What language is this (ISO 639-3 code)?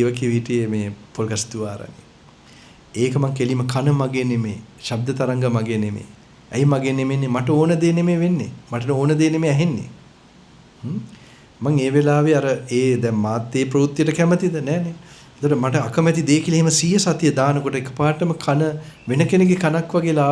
sin